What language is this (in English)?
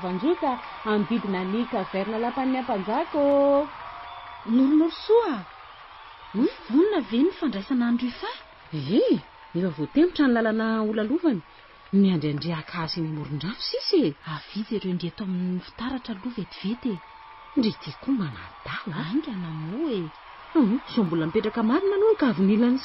Malagasy